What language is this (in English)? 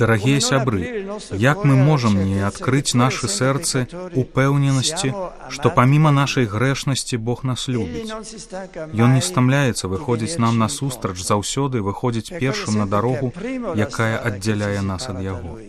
Belarusian